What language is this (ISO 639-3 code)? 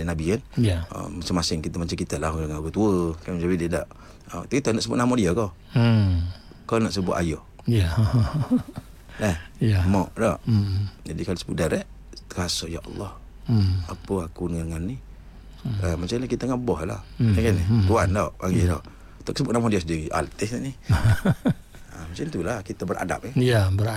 msa